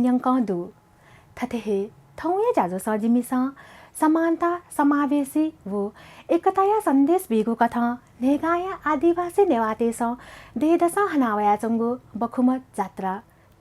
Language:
Newari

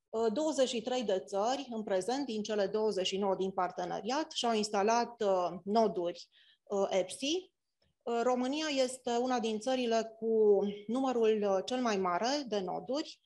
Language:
Romanian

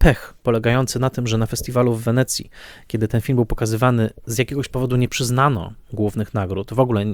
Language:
Polish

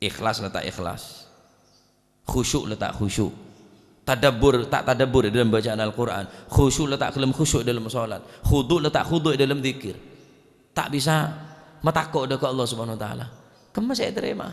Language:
Madurese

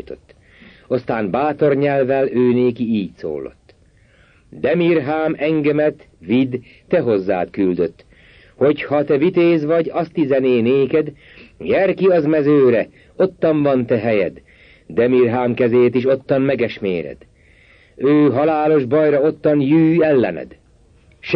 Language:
Hungarian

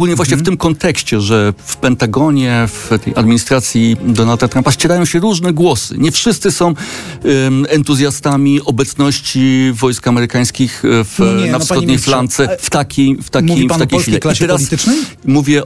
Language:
Polish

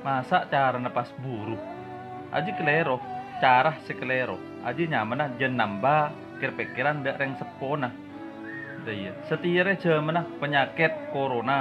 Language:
Madurese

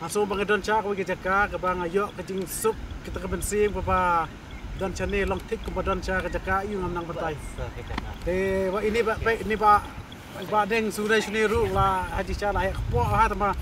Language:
Khasi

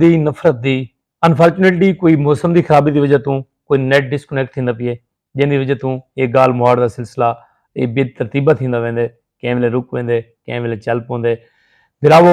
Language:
Saraiki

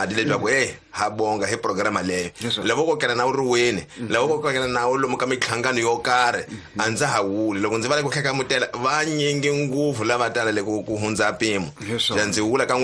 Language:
Tsonga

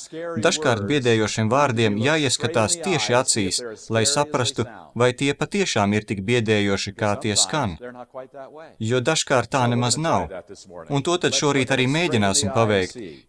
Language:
Latvian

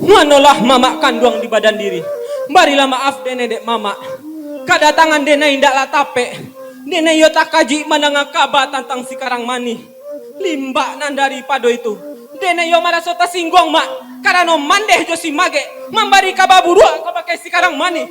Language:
Minangkabau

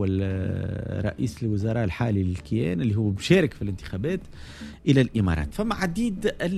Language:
Tunisian Arabic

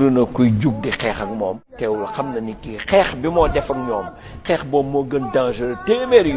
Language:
Wolof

